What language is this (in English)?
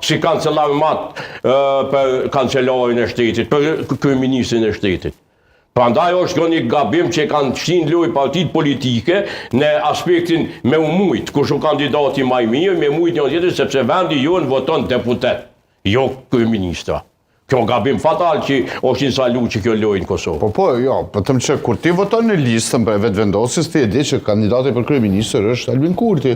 Albanian